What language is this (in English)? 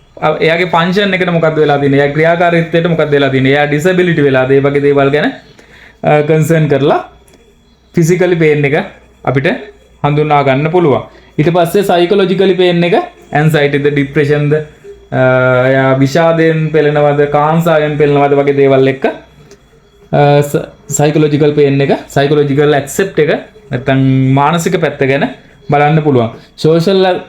Sinhala